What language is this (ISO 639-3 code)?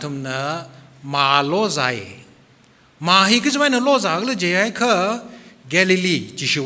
nmf